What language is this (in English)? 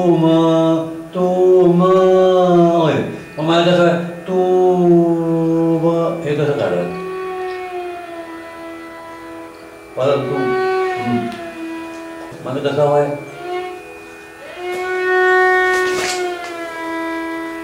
Marathi